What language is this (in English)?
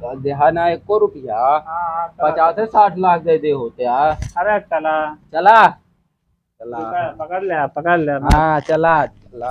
Awadhi